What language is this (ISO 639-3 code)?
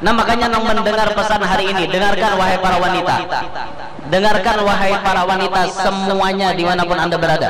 bjn